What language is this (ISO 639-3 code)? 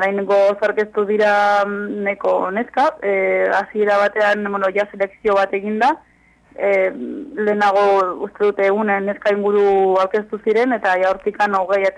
eus